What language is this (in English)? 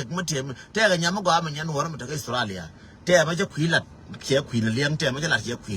Nuer